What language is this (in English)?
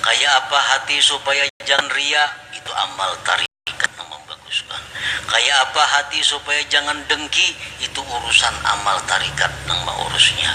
Banjar